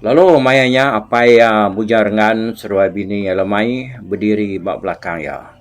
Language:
Iban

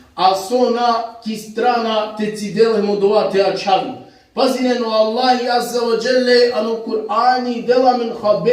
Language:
Balkan Romani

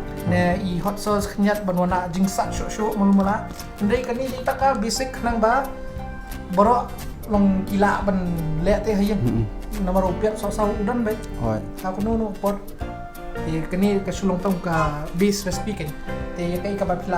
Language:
Khasi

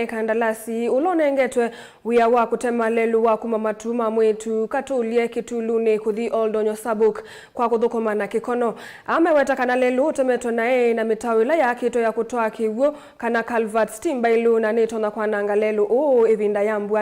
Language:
Kamba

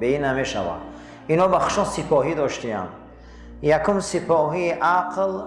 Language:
Tajik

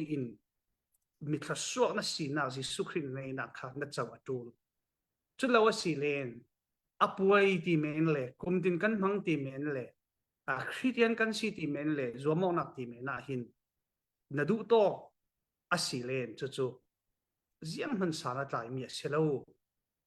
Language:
Falam Chin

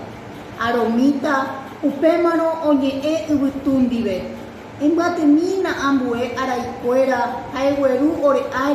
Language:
Guarani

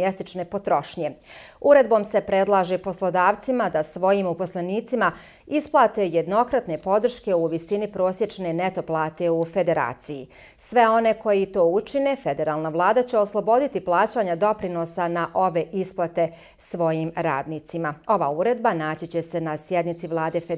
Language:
Bosnian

